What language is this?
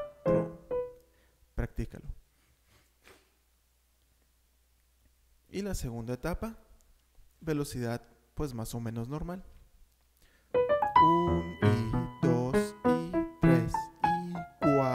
Spanish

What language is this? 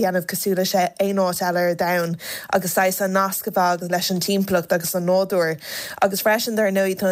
Irish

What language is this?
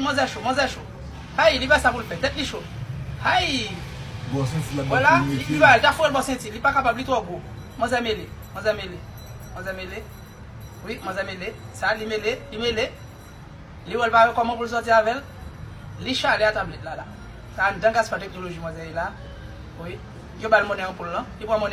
Haitian Creole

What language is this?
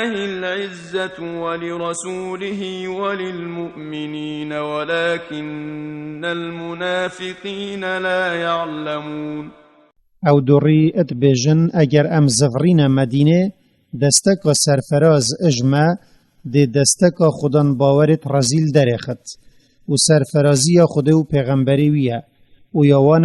Kurdish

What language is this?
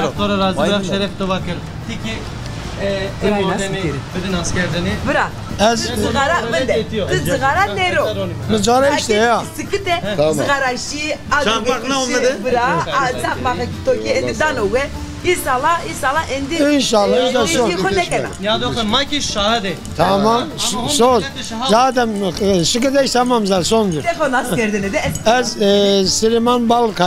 Zaza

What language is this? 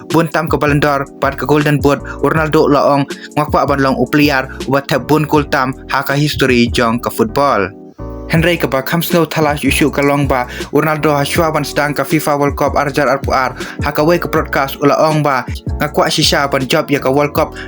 Khasi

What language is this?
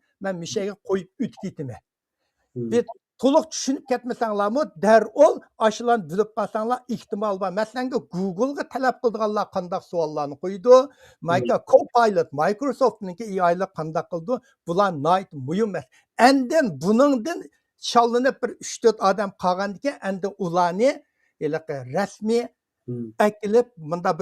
Uyghur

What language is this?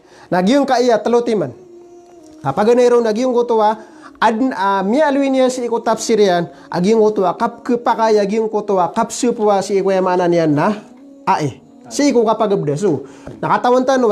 Maranao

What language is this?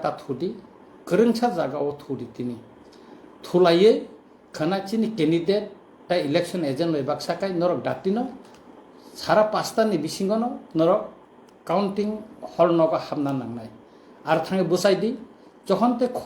Kok Borok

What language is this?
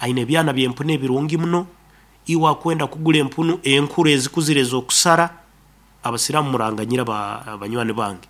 Nyoro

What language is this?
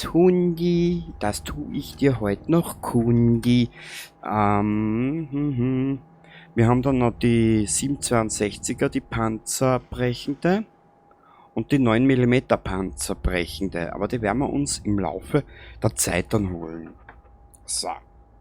Bavarian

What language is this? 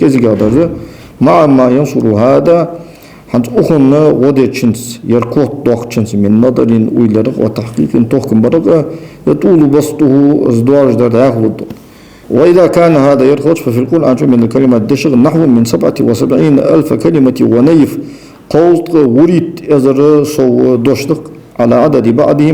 Ingush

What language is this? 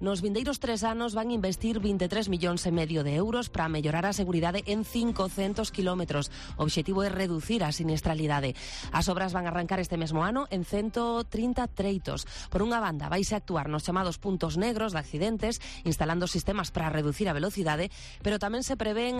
Galician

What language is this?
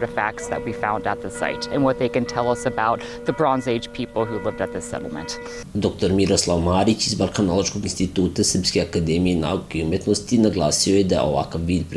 Serbian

